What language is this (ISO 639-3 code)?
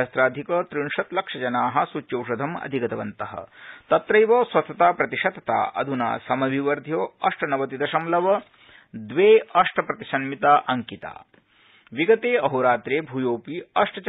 san